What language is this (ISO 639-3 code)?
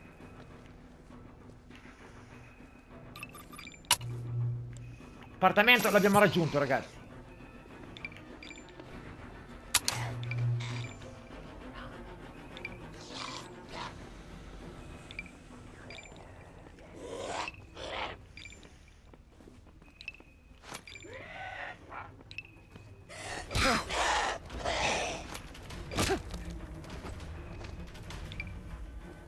ita